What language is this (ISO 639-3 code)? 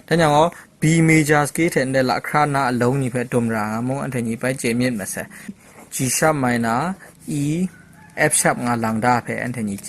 kac